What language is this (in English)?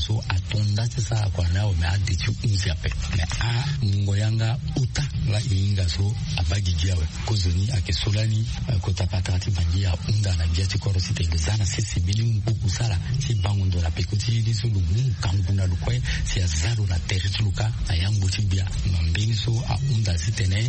Sango